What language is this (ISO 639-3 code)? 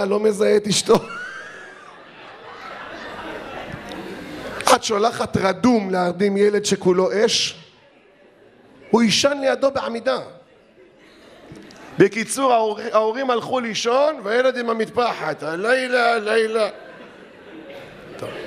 heb